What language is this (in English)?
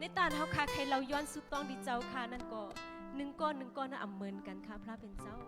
Shan